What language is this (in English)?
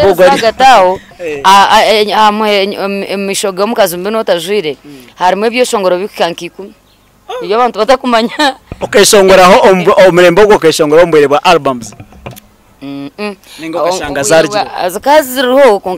Nyankole